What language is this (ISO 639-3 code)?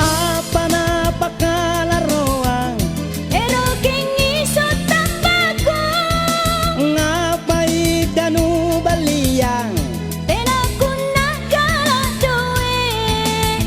mak